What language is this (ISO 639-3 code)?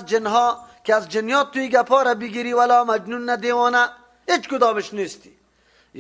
fas